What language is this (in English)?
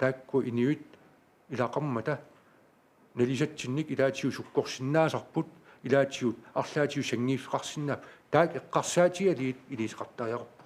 Kalaallisut